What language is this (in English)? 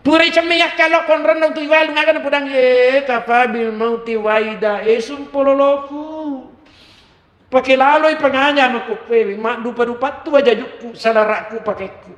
Buginese